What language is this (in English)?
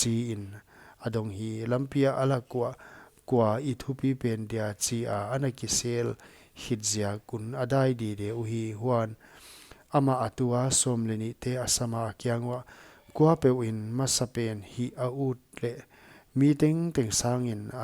Paite Chin